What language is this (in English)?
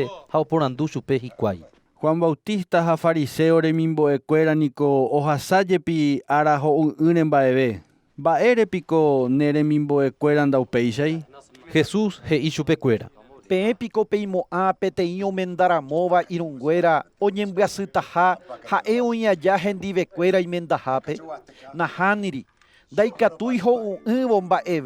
Guarani